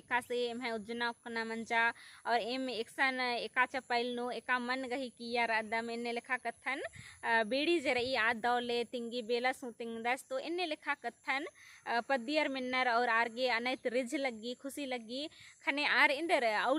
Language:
Kurukh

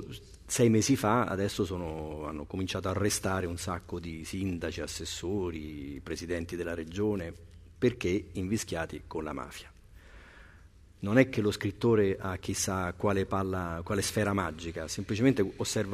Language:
Italian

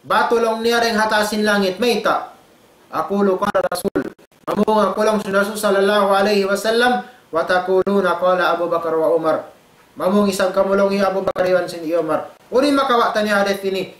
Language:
Tausug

